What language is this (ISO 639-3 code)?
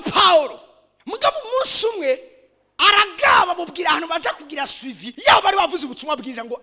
run